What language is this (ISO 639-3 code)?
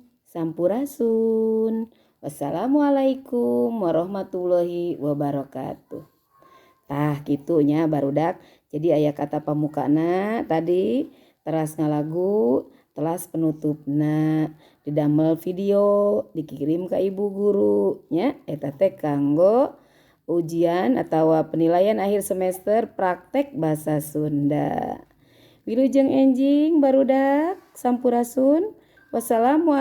sun